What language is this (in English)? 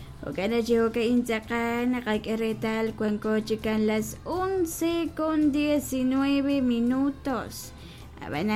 Kekchí